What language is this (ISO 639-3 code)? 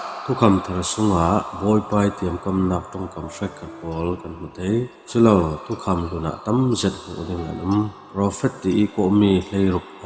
cfm